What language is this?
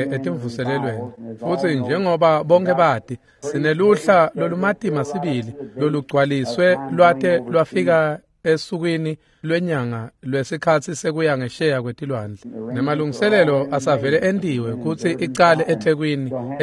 Swati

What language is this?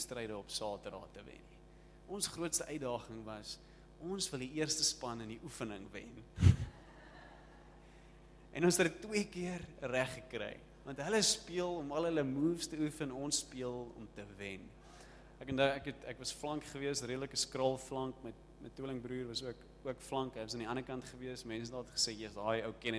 Afrikaans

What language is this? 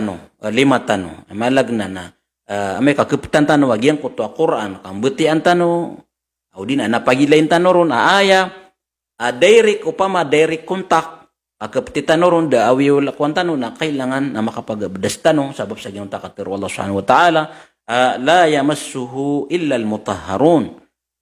Maranao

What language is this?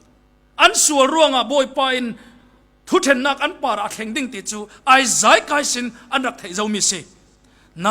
Falam Chin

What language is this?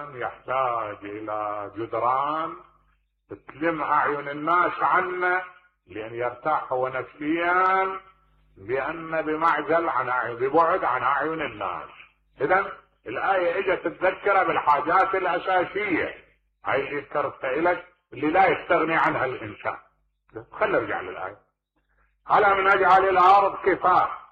Mesopotamian Arabic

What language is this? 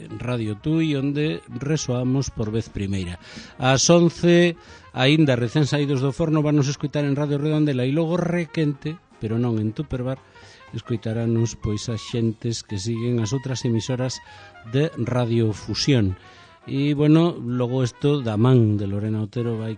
Galician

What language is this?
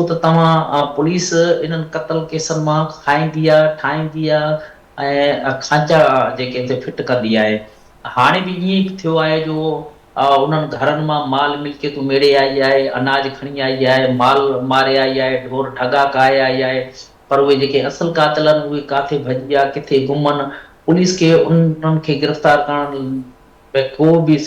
Sindhi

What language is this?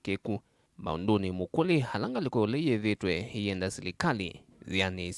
Kamba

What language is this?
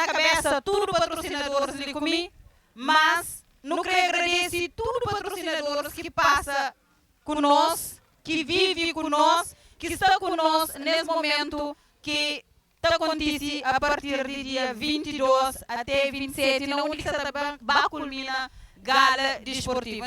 Kabuverdianu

